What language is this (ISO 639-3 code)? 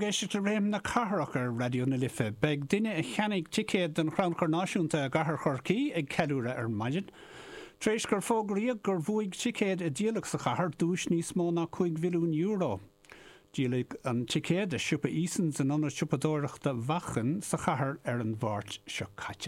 gle